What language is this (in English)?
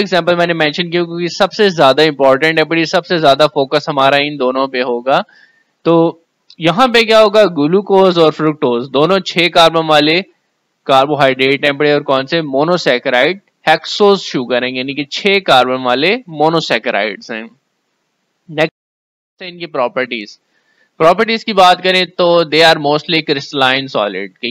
Hindi